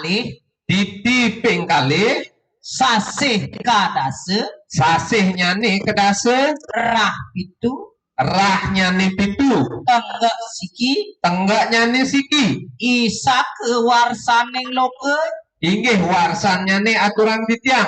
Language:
Balinese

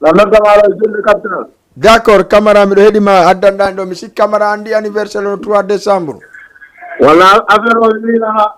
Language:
Fula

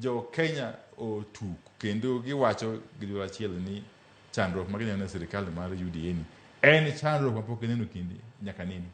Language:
Luo (Kenya and Tanzania)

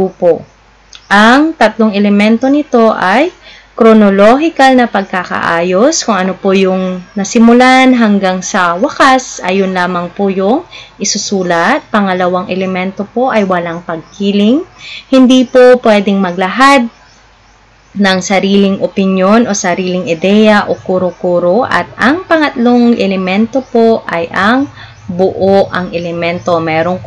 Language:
Filipino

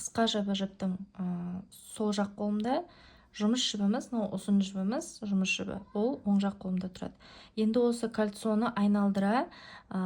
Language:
Kazakh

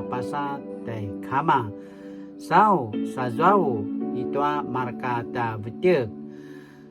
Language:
Paiwan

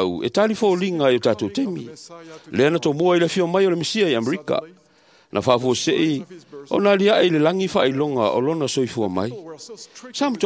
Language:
Samoan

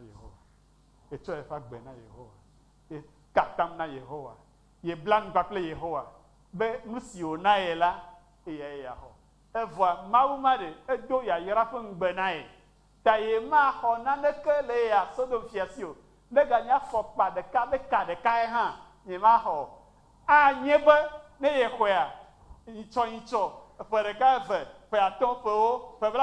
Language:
Ewe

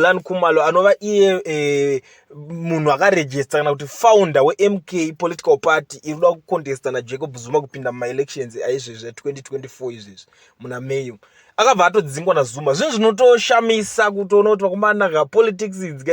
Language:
Shona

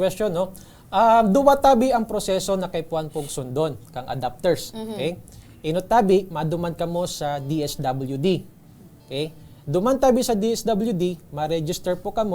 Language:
Bikol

